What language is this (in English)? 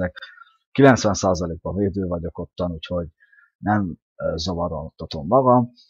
Hungarian